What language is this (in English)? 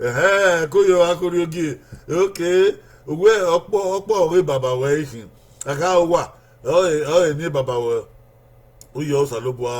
Bini